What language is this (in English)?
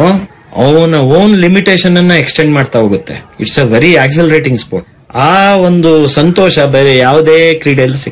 Kannada